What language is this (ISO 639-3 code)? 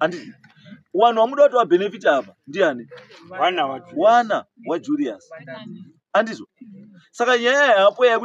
sna